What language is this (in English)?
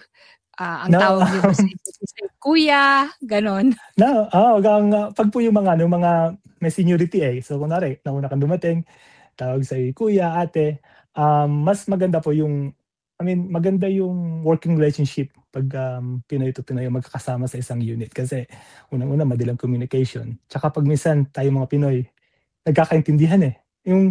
Filipino